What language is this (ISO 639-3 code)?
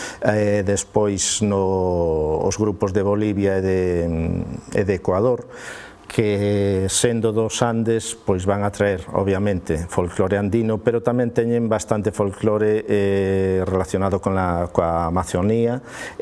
glg